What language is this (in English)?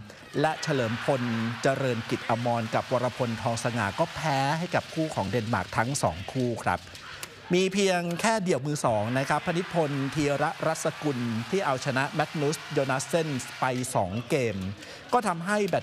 Thai